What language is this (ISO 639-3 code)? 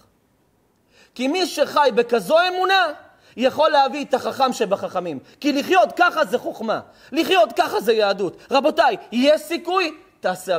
heb